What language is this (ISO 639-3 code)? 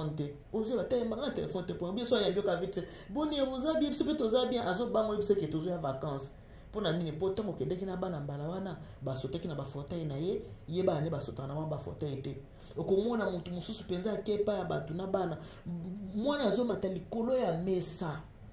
lin